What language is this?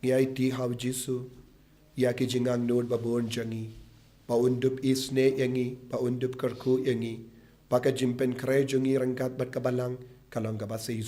Khasi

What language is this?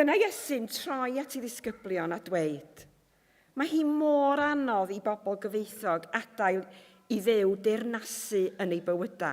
Welsh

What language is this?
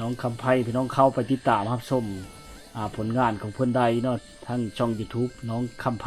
Lao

